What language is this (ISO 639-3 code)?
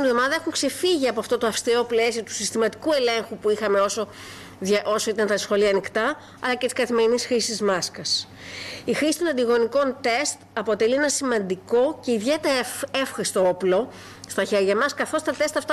ell